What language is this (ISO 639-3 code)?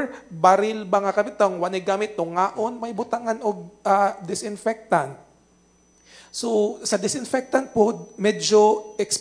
ceb